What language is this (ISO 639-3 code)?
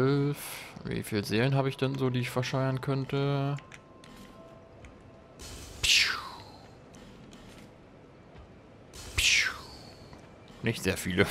deu